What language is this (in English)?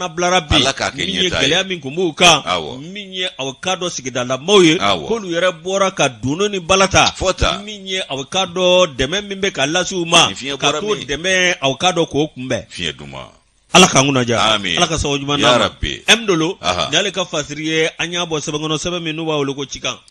Bambara